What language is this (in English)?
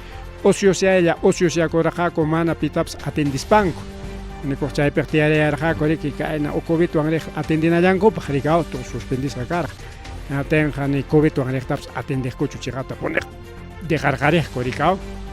Ayacucho Quechua